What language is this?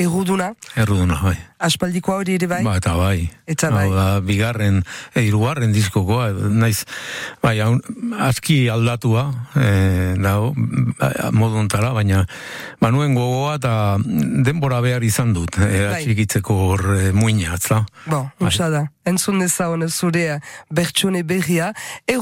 Basque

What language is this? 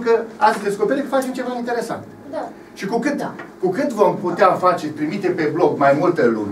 Romanian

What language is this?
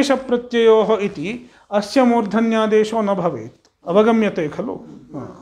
Sanskrit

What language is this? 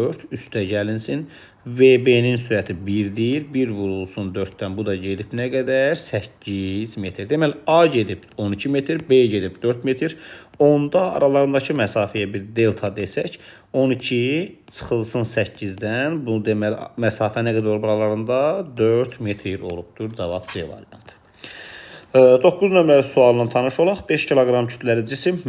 Azerbaijani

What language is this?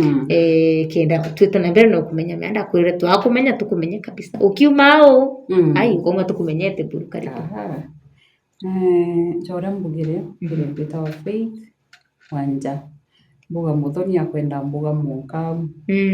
Meru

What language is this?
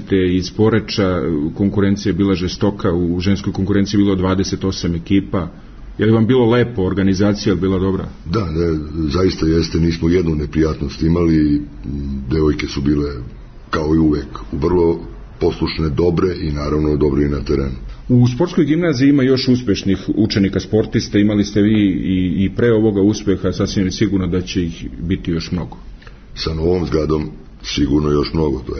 Serbian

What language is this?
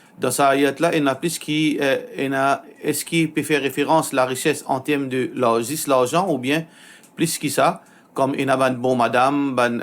Morisyen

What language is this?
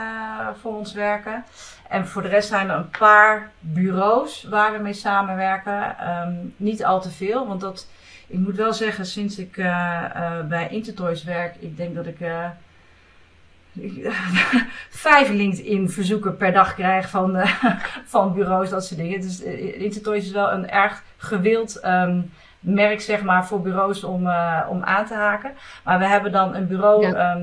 Dutch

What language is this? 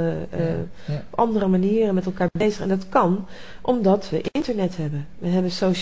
Dutch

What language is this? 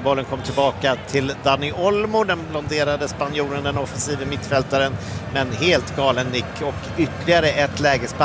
Swedish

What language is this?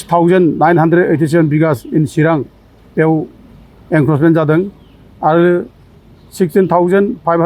Bodo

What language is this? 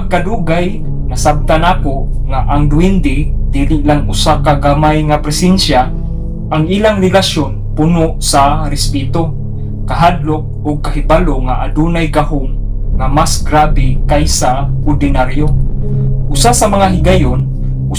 Cebuano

